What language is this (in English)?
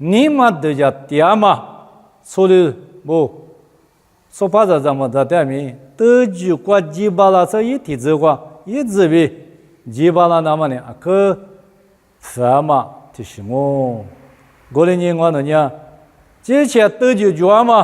Lisu